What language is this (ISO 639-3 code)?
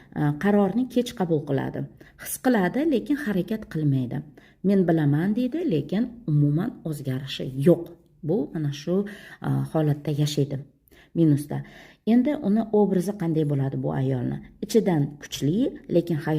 uzb